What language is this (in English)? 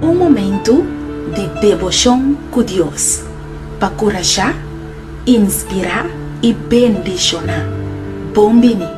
Papiamento